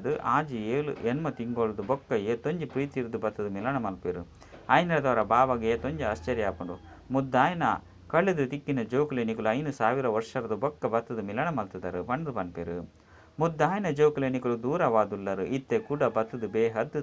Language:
Tulu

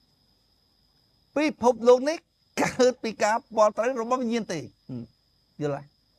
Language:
Khmer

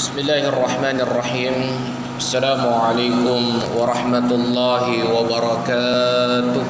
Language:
Buginese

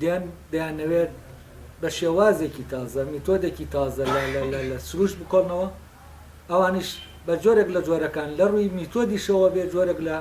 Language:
Central Kurdish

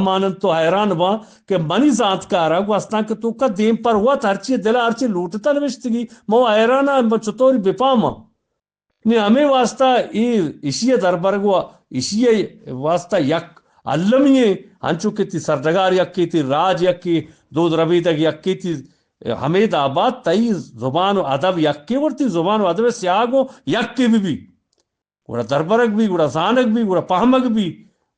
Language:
Eastern Balochi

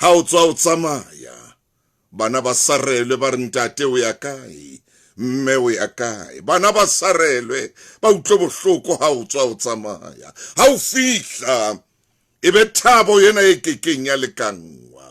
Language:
Southern Sotho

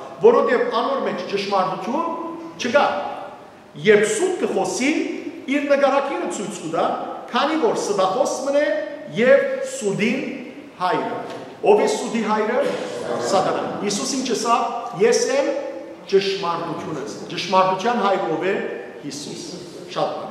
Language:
Western Armenian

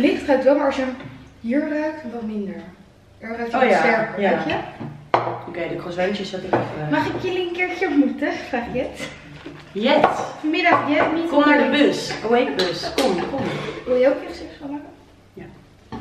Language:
Dutch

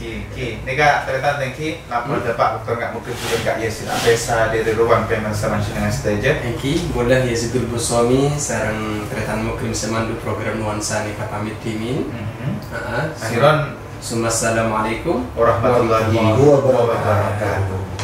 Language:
Madurese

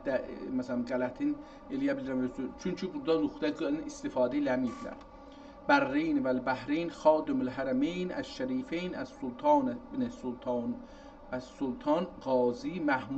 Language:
South Azerbaijani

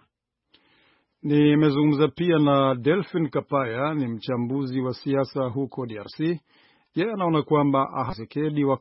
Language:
Swahili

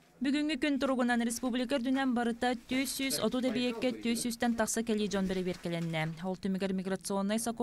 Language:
Yakut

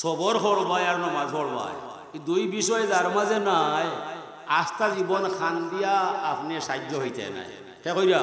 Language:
Sylheti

